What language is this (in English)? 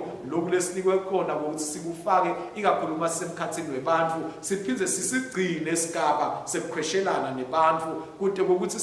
Swati